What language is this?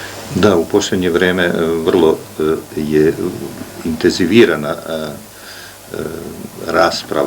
Serbian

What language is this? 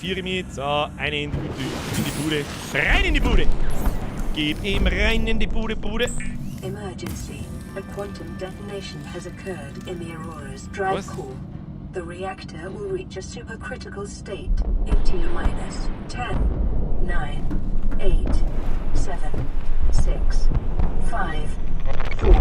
Bavarian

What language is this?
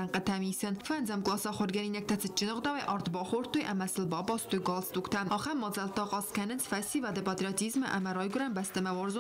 Ossetic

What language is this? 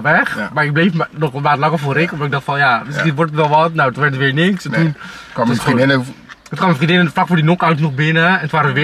Dutch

